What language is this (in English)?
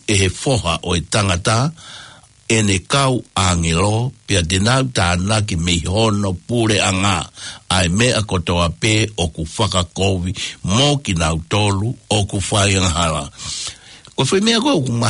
Tongan